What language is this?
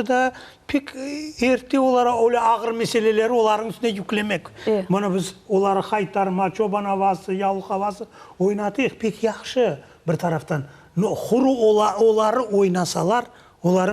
Crimean Tatar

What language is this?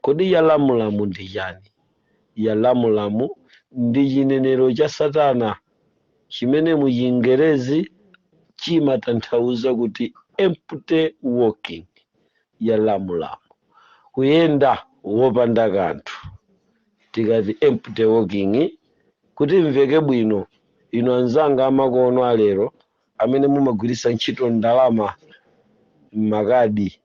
Nyanja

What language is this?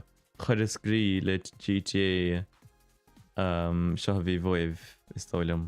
Irish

